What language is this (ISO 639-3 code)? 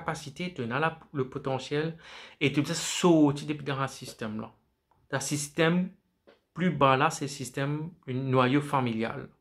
mfe